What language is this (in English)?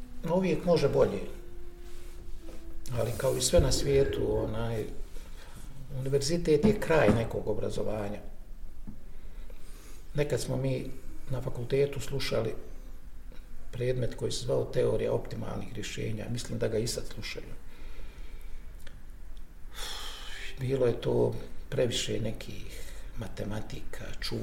Bosnian